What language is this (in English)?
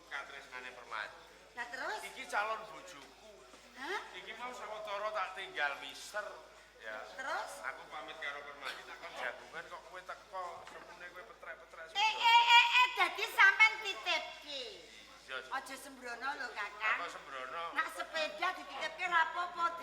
Javanese